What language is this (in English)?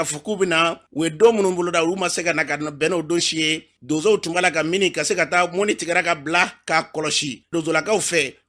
Bambara